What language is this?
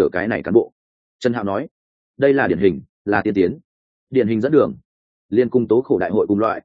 Vietnamese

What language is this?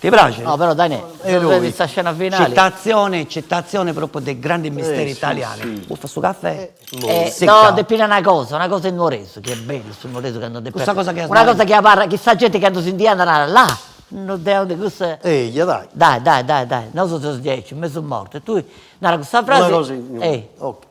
Sardinian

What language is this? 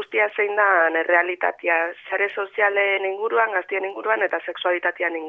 Basque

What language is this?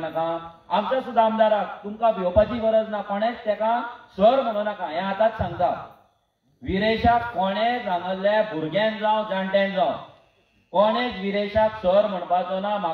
Konkani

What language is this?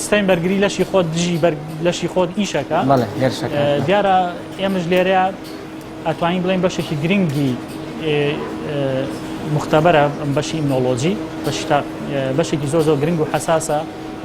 Central Kurdish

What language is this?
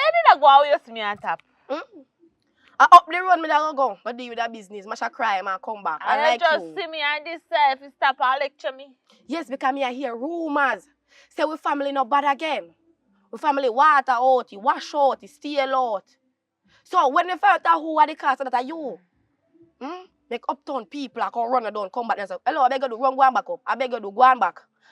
Jamaican Creole English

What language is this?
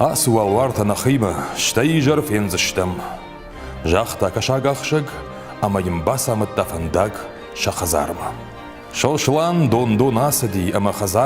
Ossetic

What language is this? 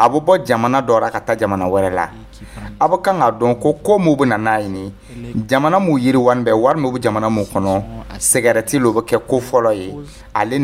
Dyula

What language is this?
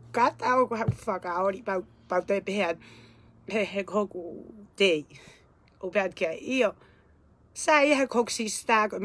Tongan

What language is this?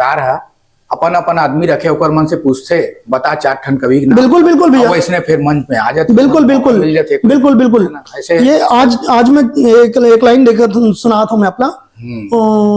Chhattisgarhi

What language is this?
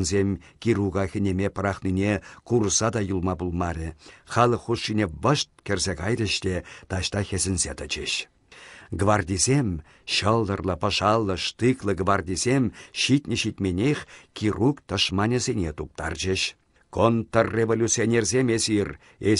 Chuvash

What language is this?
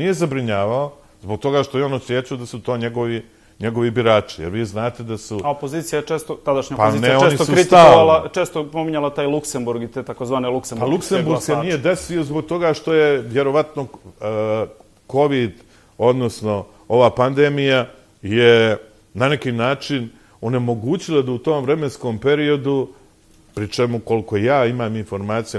Serbian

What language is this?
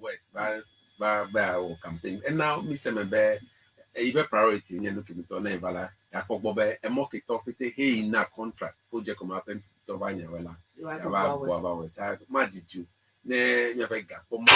Ewe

